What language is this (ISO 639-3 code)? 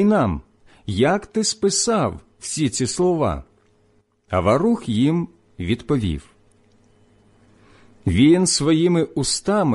ukr